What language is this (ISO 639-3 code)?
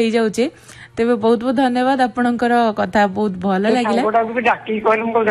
ori